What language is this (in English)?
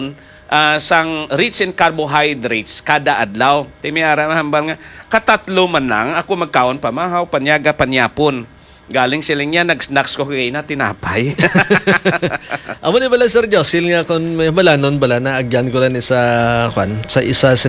Hiligaynon